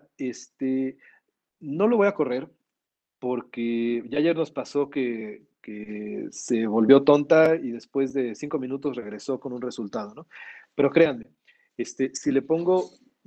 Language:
Spanish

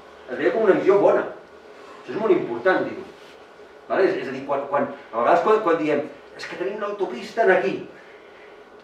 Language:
Catalan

